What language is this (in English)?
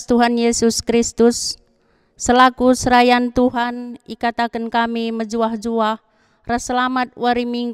Batak Karo